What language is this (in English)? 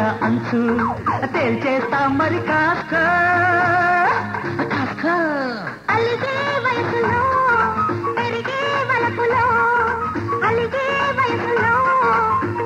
Telugu